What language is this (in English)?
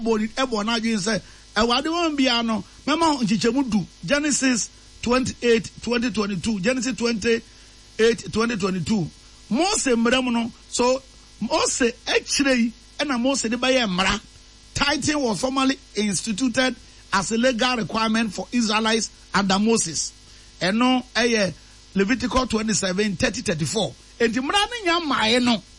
Akan